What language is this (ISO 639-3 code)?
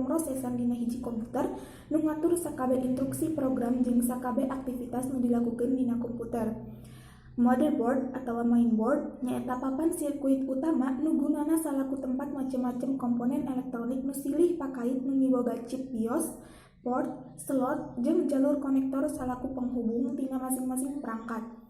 sun